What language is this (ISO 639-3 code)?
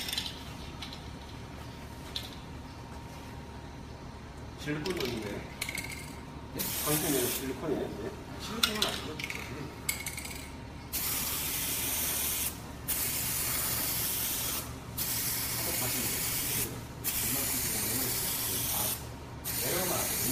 kor